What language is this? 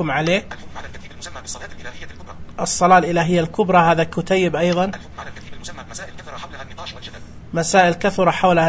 Najdi Arabic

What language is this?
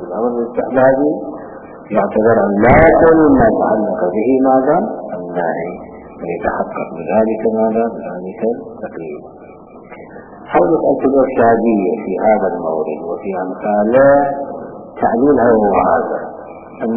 Arabic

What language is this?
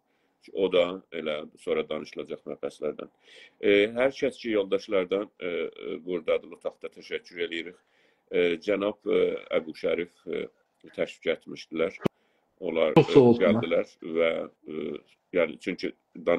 South Azerbaijani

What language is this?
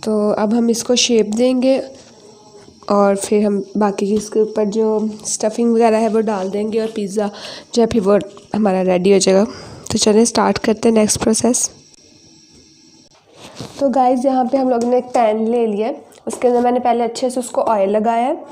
Hindi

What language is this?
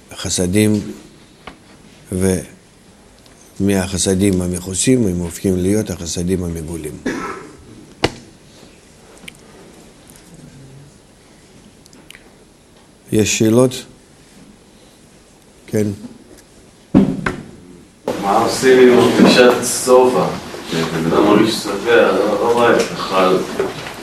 Hebrew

